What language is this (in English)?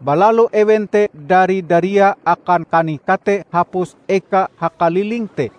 Ngaju